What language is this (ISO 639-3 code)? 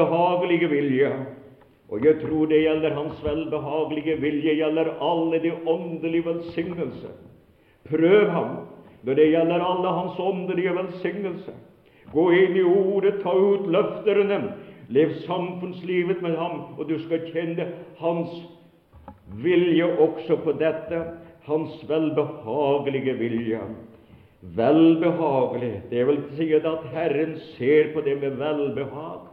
nor